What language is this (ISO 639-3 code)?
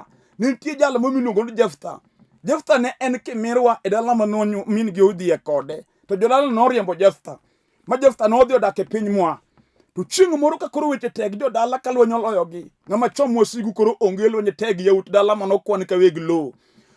luo